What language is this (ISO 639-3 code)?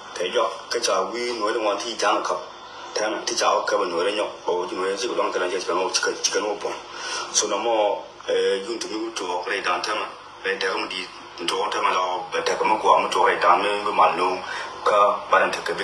nus